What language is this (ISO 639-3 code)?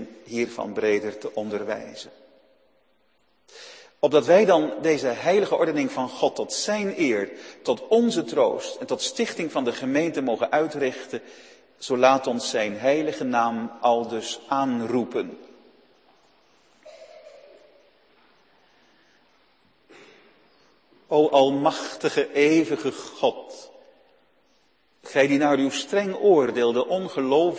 nld